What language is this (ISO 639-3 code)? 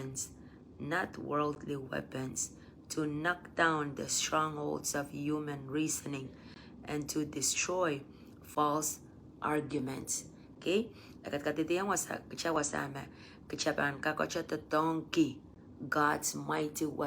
pon